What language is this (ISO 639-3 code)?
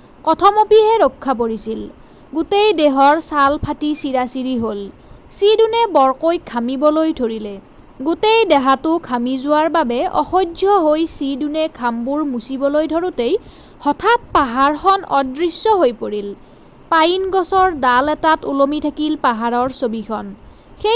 asm